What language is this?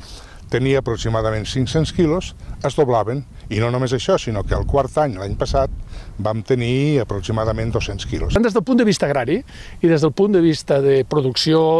Catalan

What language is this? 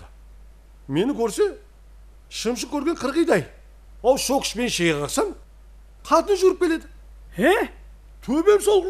Kara-Kalpak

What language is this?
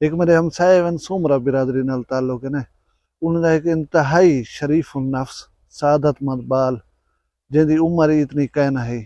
Saraiki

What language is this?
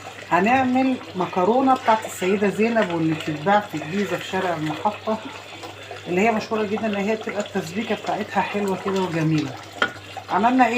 Egyptian Arabic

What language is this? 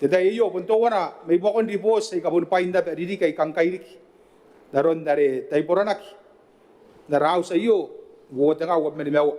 Gilbertese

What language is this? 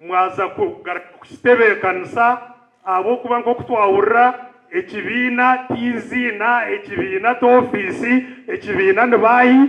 Nyankole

